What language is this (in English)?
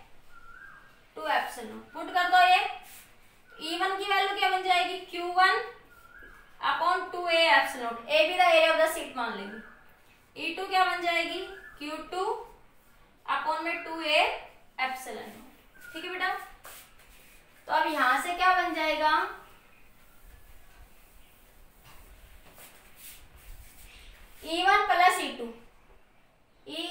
Hindi